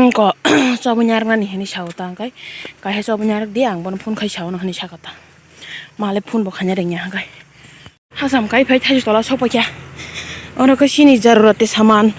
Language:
Kok Borok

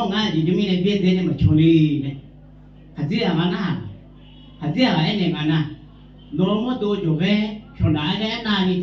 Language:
Akha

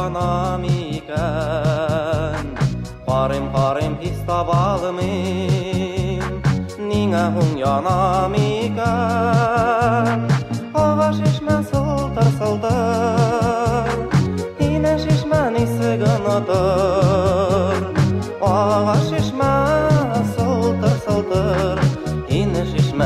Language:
Bashkir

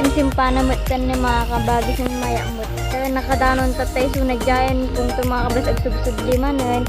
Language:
Iloko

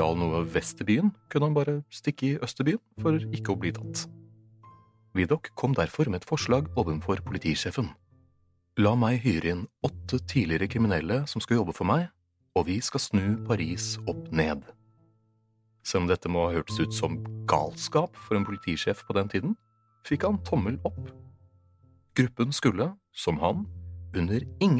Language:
Norwegian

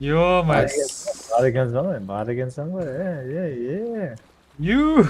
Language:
Kara-Kalpak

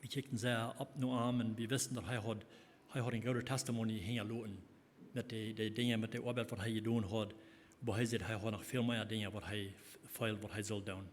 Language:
Plautdietsch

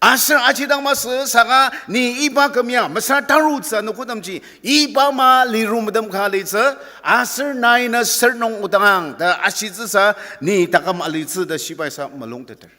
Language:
Ao Naga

